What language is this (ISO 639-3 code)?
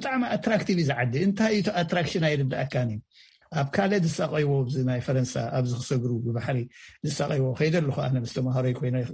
tir